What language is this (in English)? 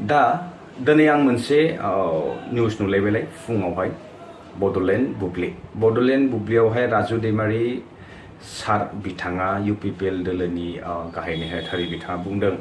Bodo